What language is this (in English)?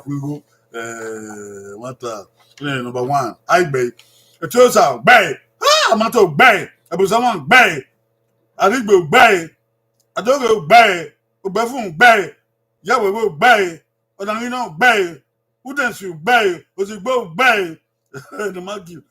Bini